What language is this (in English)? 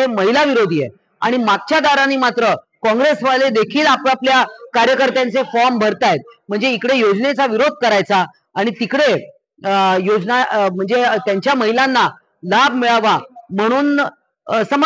Marathi